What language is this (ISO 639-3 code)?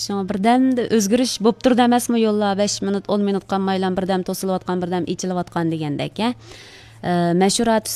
uig